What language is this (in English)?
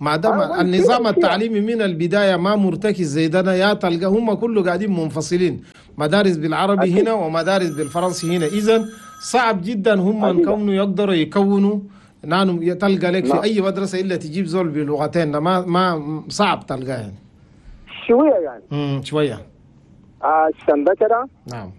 Chadian Arabic